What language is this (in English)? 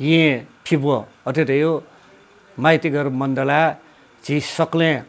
Newari